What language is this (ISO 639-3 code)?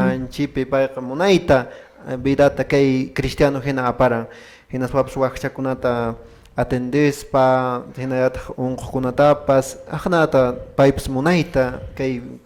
que